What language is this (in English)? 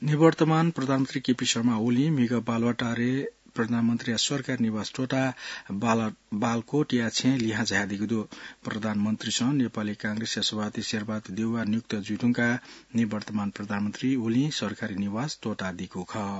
Newari